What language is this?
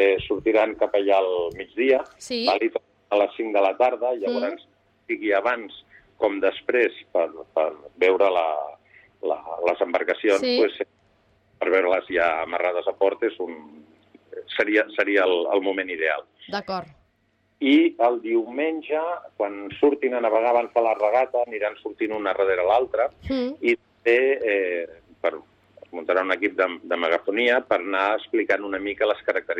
Catalan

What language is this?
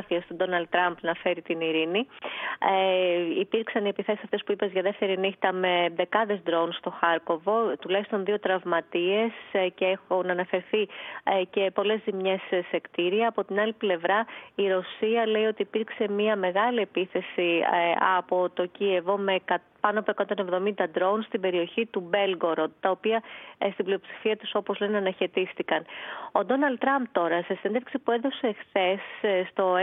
Greek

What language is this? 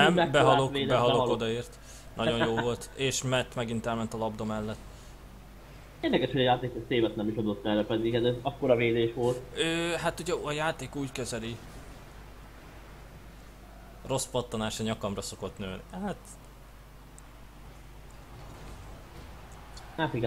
Hungarian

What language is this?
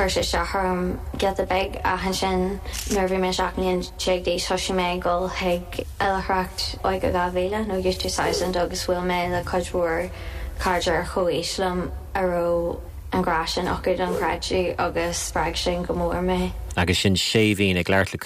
Irish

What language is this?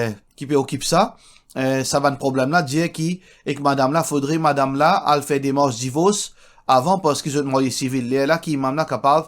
Morisyen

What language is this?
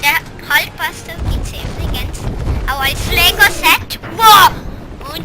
Swiss German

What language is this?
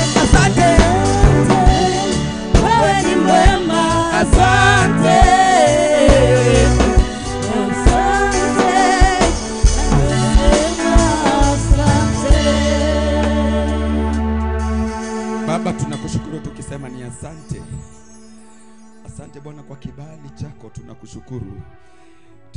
Swahili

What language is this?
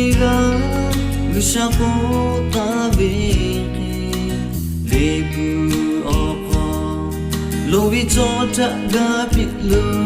Lahu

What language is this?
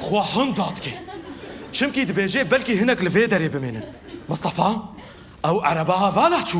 Kurdish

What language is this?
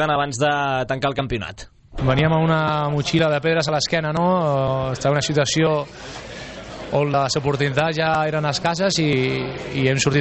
Catalan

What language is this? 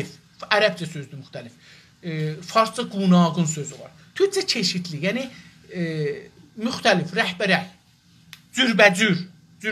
South Azerbaijani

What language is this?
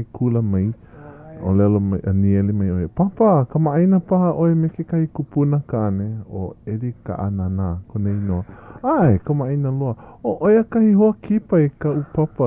Hawaiian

